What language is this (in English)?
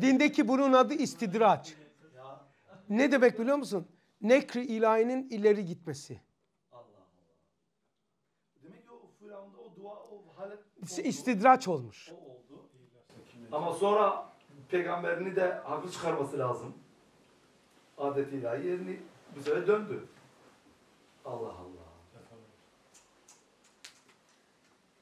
Turkish